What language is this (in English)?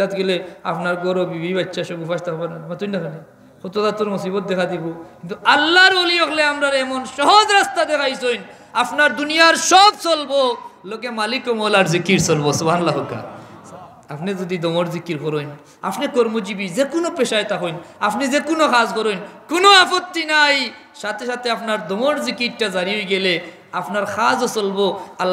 Sylheti